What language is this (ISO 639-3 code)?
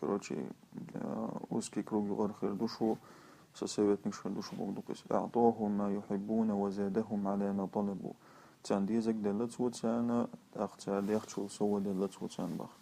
che